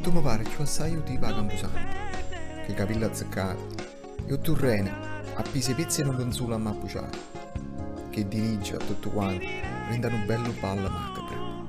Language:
Neapolitan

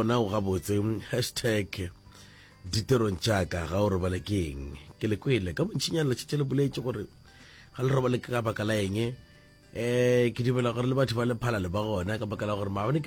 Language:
Northern Sotho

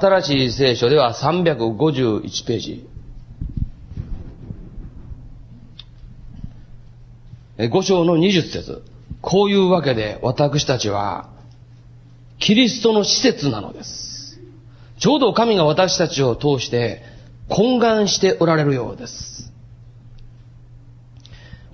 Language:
Japanese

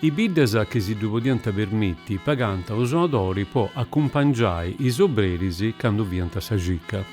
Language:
Sardinian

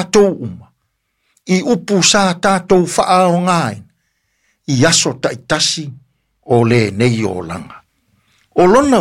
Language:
Samoan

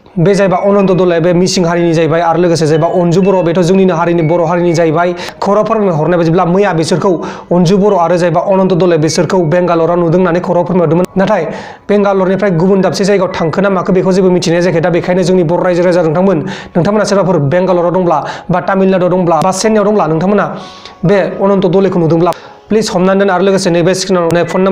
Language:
Bodo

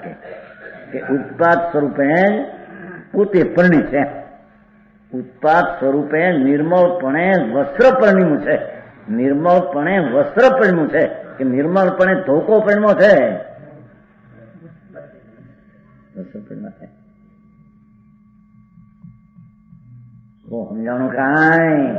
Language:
Gujarati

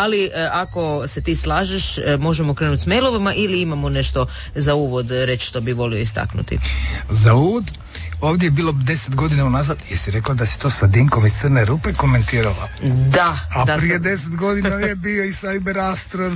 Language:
Croatian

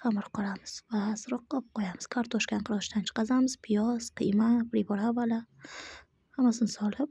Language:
Uzbek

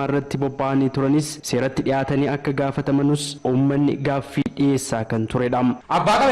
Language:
Oromo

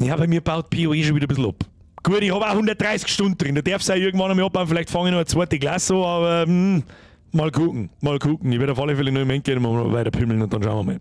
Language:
Bavarian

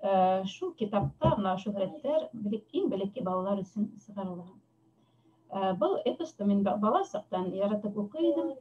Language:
Bashkir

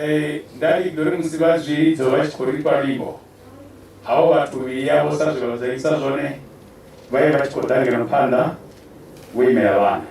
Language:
Venda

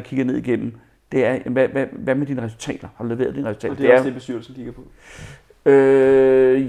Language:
Danish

